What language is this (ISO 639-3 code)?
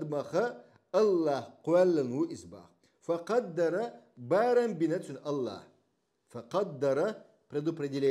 che